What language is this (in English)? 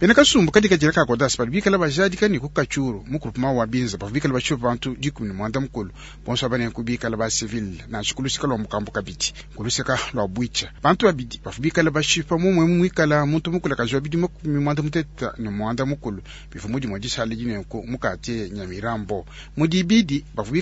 Luba-Lulua